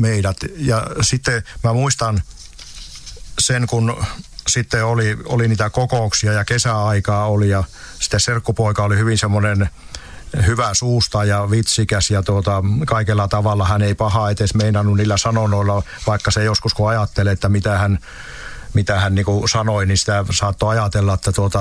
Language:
Finnish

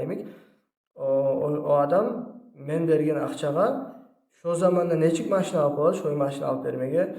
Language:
Kumyk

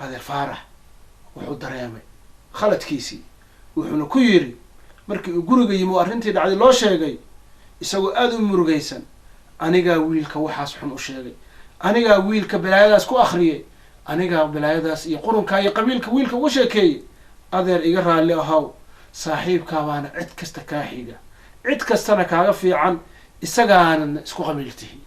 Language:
Somali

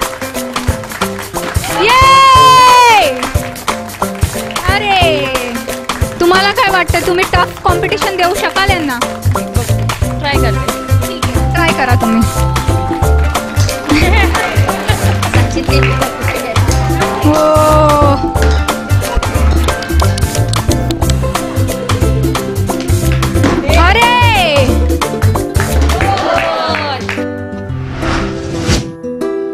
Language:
Marathi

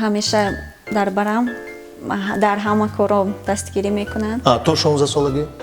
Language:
Tajik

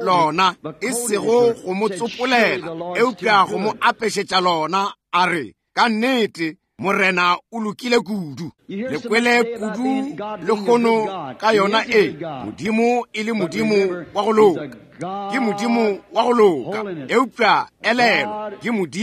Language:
Northern Sotho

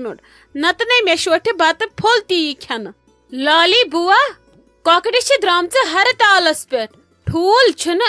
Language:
Kashmiri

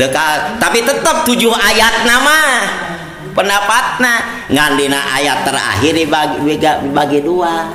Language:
Sundanese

